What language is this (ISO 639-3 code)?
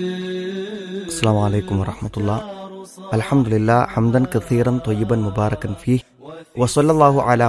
mal